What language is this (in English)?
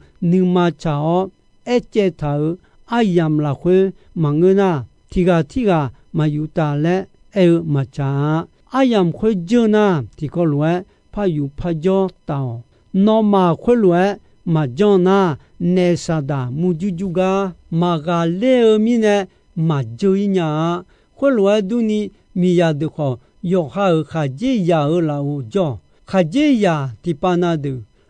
Akha